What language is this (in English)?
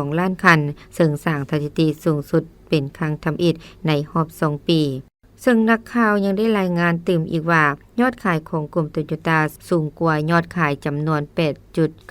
Lao